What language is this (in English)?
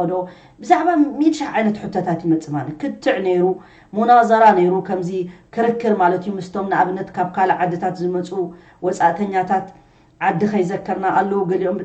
Tigrinya